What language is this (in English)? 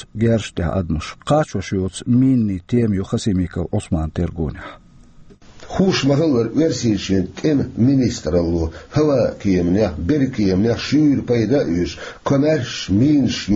Chechen